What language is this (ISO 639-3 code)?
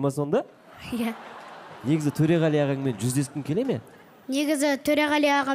kaz